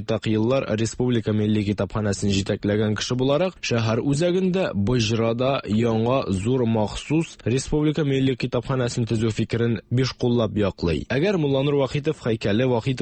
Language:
Tatar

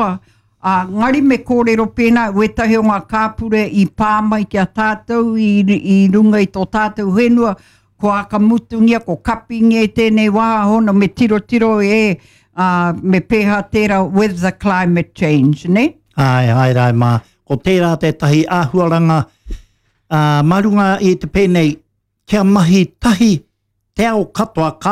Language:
Māori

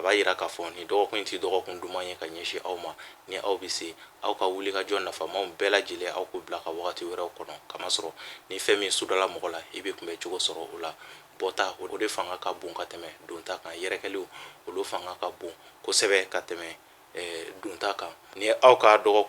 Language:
Bambara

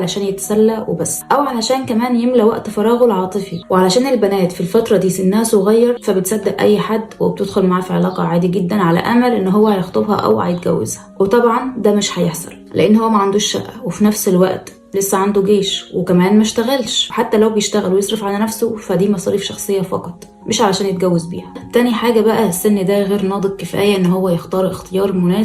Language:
Egyptian Arabic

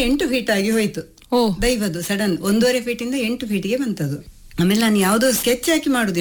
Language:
Kannada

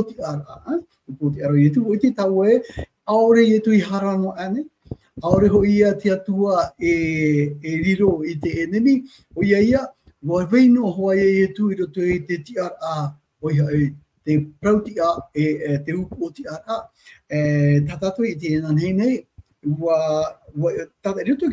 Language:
Tahitian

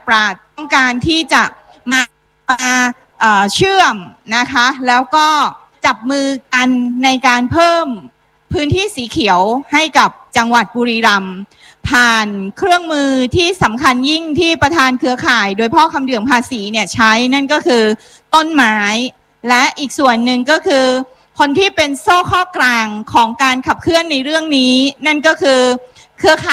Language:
Thai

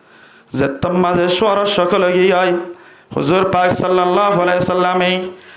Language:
Rohingya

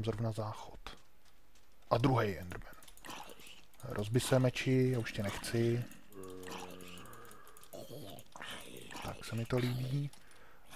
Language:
Czech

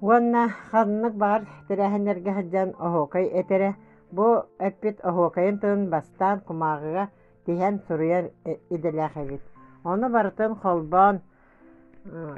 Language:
Yakut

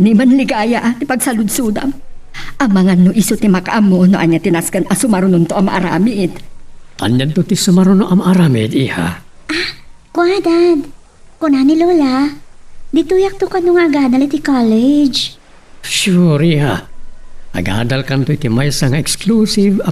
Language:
Iloko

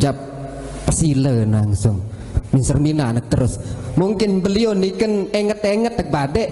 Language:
Sasak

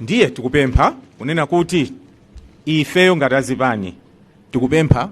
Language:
Nyanja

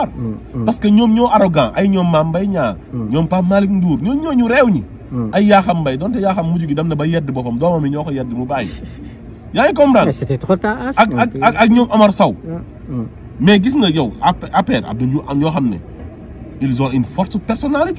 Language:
Wolof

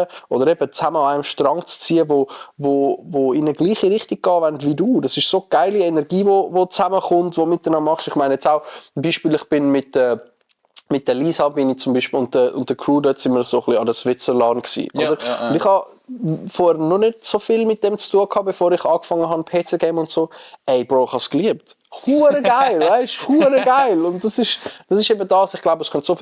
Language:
Swiss German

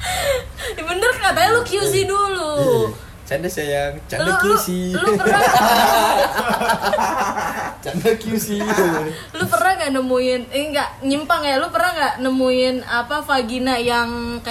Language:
Indonesian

